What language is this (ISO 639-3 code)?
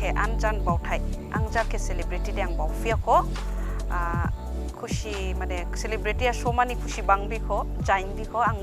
dis